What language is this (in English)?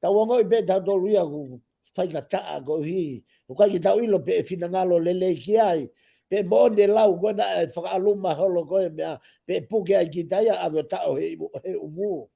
Tongan